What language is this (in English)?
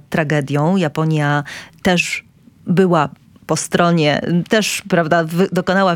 Polish